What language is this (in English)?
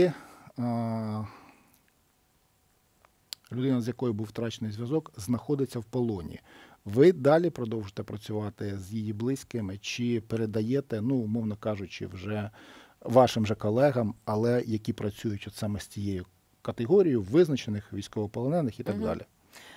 Ukrainian